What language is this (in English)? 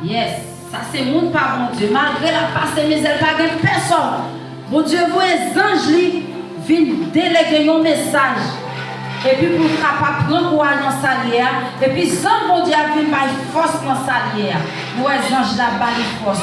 Haitian Creole